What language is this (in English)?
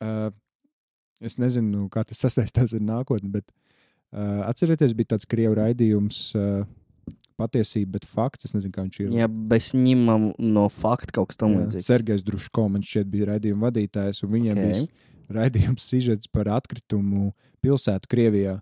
Latvian